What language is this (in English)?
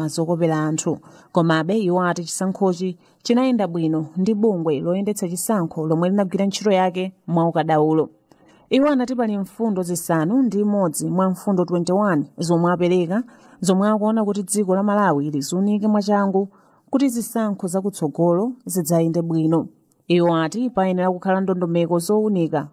Nyanja